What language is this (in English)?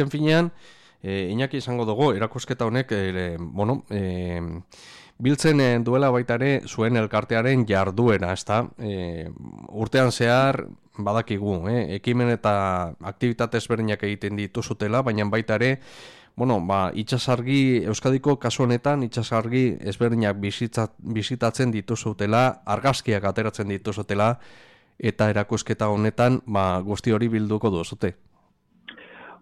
Basque